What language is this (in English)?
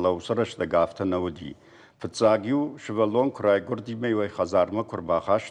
Ossetic